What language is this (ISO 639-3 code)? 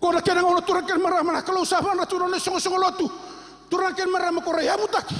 fij